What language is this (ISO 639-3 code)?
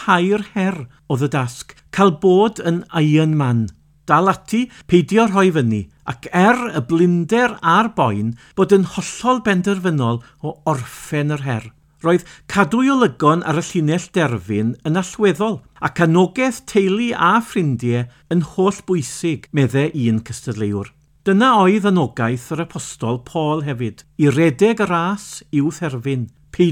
cym